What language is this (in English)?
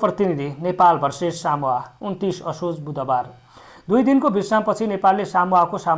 Nepali